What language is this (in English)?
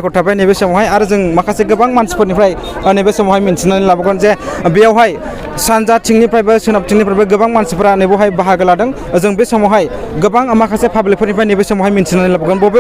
Bodo